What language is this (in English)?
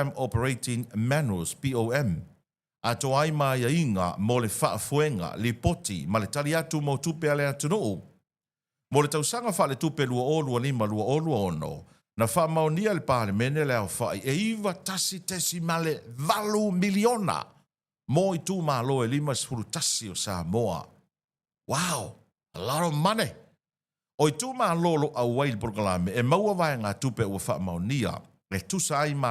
Samoan